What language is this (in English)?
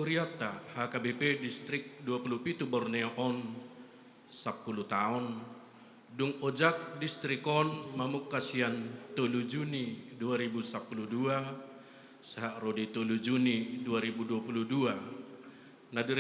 Batak Toba